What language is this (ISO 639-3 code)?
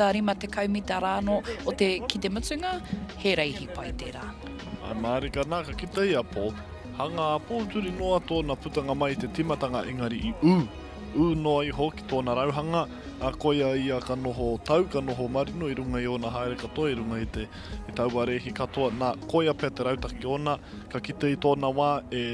mri